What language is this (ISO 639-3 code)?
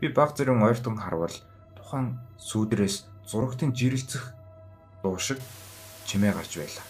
mon